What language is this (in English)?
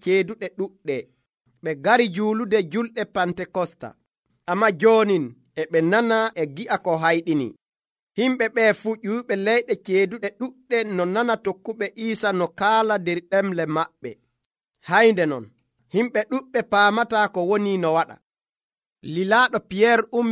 Nigerian Fulfulde